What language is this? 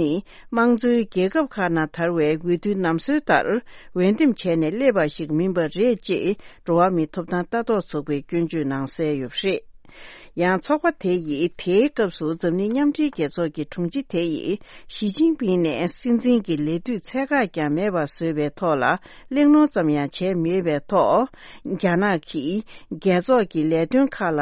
Tibetan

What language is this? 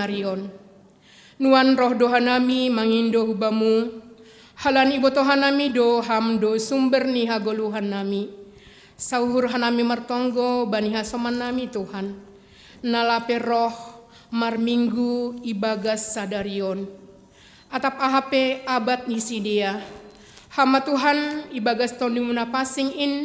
Batak Simalungun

